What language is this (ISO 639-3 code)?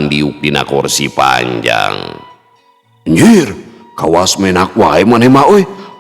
sun